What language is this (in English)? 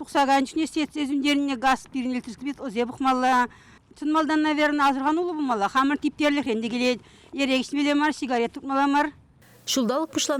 Chuvash